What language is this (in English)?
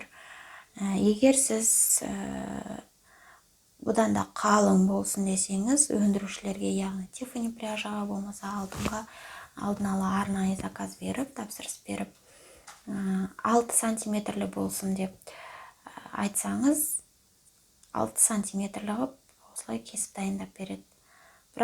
Kazakh